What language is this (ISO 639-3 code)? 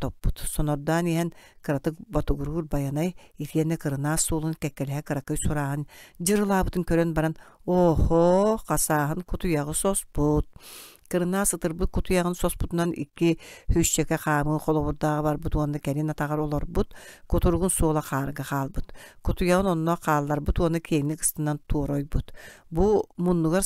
sah